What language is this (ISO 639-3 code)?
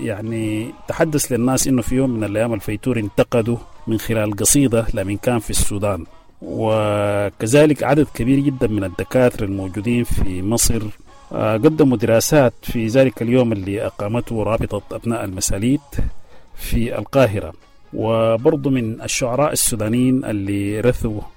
apd